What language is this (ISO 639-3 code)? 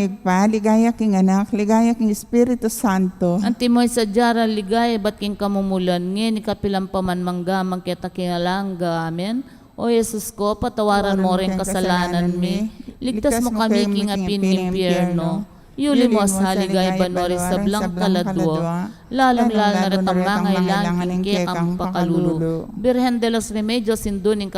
pam